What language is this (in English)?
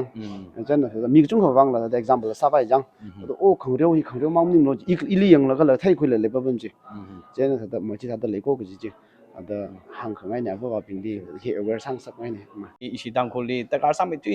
Tangkhul Naga (India)